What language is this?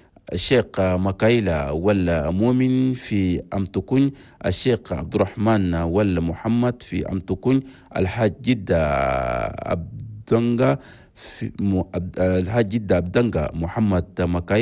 Chadian Arabic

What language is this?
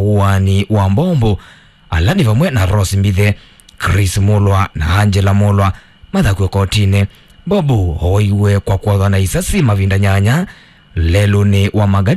Kamba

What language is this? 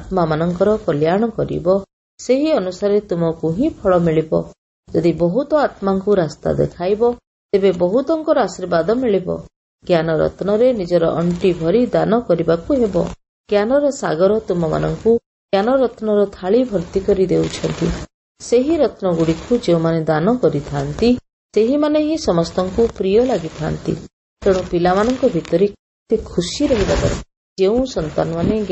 Odia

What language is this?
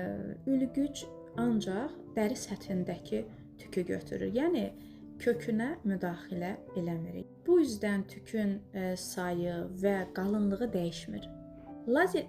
Azerbaijani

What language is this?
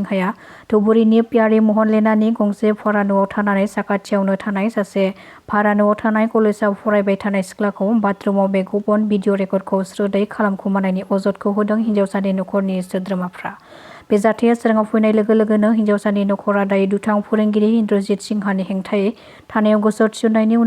Bodo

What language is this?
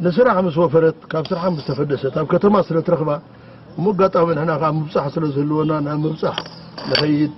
Tigrinya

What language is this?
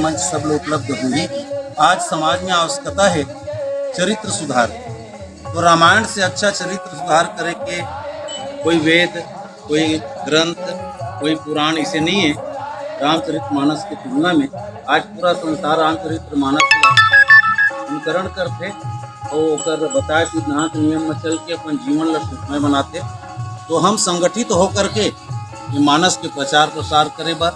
Chhattisgarhi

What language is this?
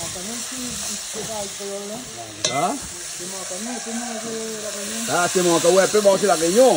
Réunion Creole French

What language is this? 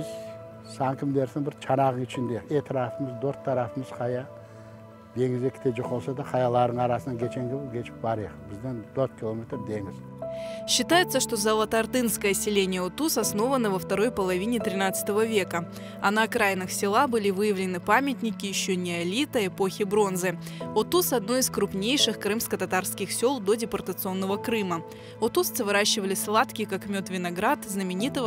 Crimean Tatar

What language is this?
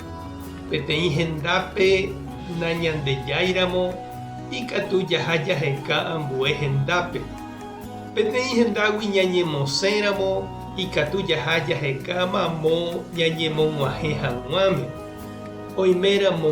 Guarani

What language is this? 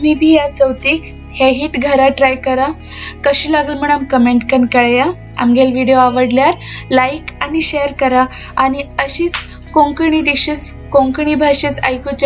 Konkani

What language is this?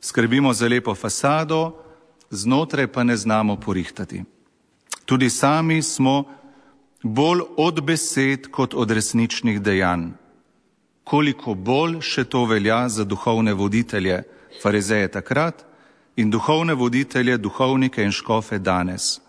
Slovenian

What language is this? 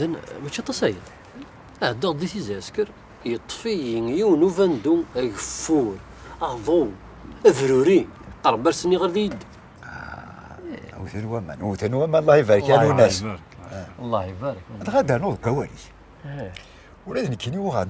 Kabyle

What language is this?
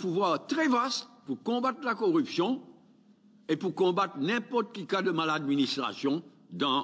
Morisyen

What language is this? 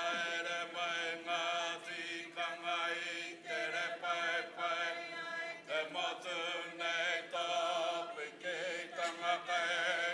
Māori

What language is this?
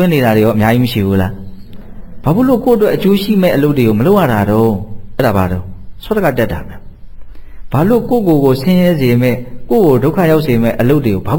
Burmese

